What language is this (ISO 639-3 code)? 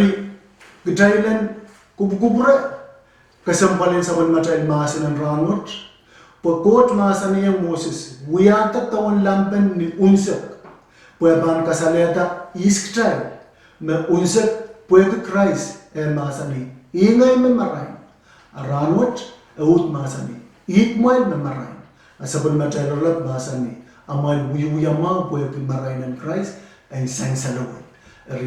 pon